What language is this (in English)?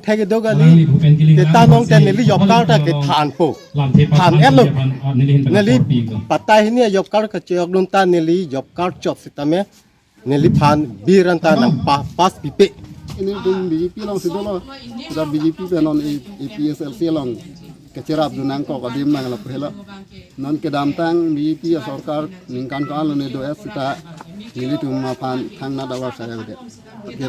Karbi